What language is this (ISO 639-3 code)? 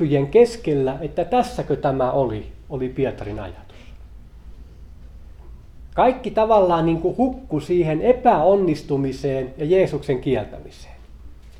fin